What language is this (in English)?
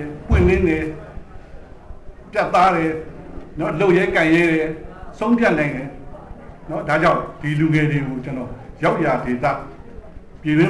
Burmese